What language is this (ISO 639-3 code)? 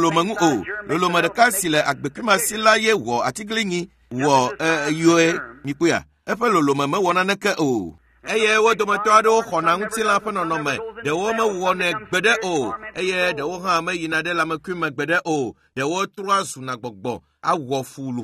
ewe